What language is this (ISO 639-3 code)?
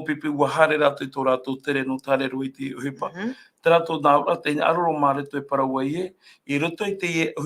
tah